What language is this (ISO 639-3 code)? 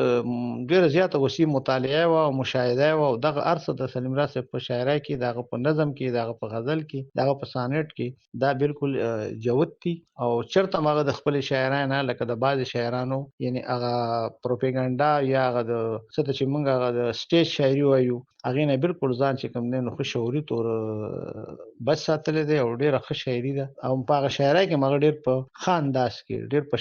pus